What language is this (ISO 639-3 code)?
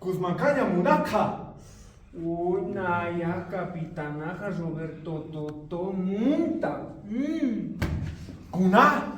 aym